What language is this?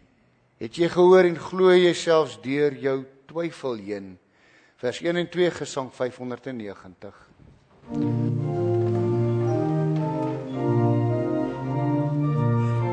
Afrikaans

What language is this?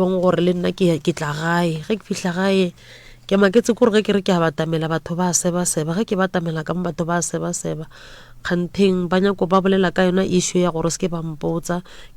Northern Sotho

